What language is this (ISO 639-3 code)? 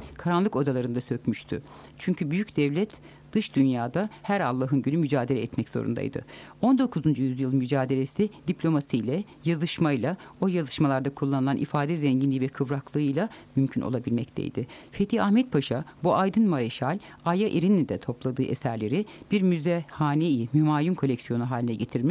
tur